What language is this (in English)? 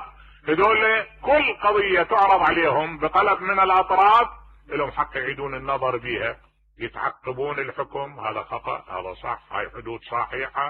Mesopotamian Arabic